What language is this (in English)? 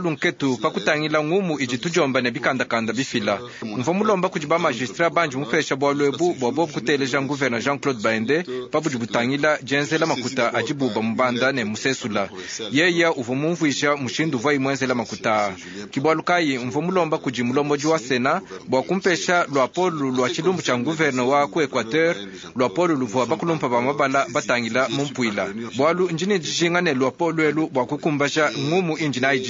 Luba-Lulua